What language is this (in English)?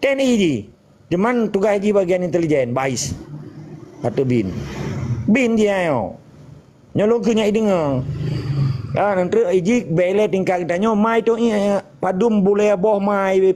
Achinese